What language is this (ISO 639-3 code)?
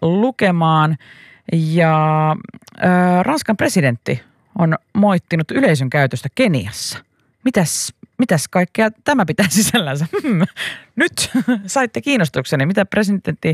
fin